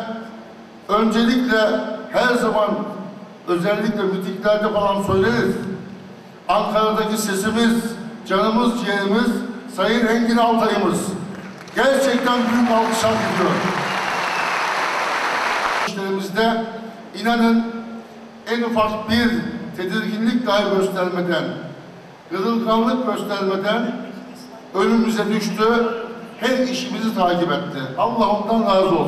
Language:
Turkish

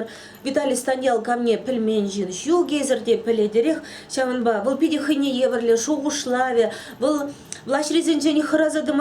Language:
Chuvash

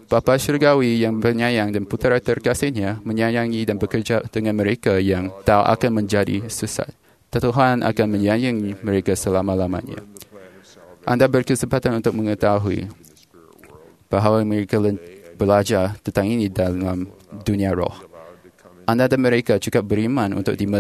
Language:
Malay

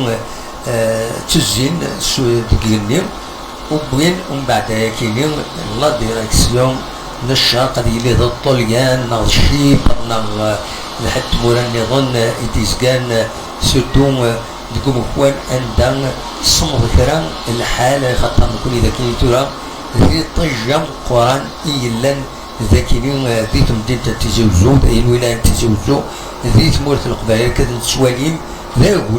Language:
Kabyle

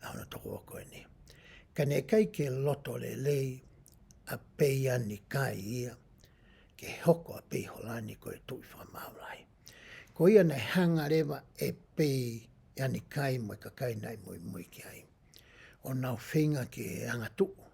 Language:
Tongan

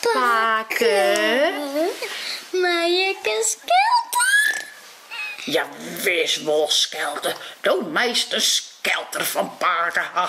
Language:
Western Frisian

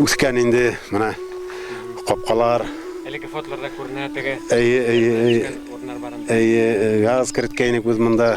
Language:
Bashkir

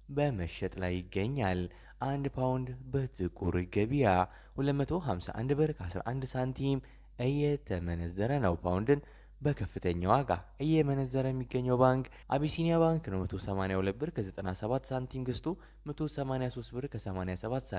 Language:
Amharic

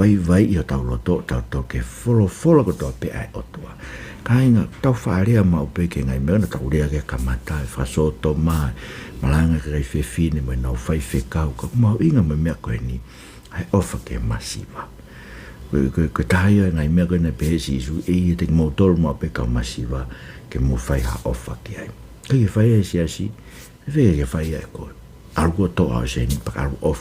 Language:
Tongan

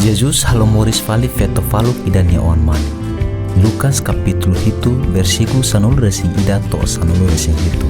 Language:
Tetum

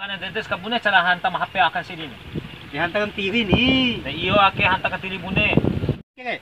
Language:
Bima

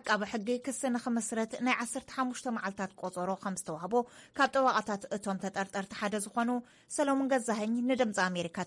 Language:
Tigrinya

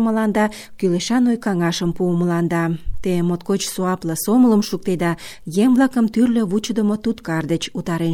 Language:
Mari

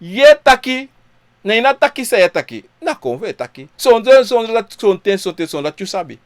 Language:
Sranan Tongo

